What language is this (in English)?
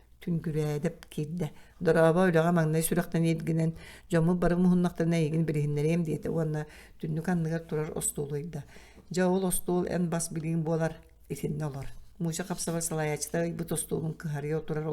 Yakut